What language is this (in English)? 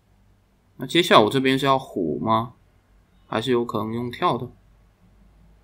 Chinese